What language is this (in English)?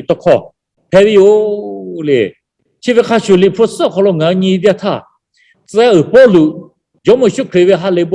Lahu